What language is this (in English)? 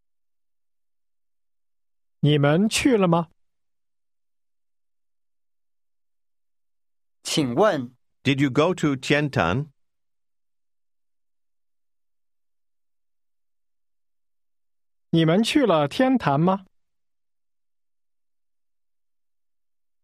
Chinese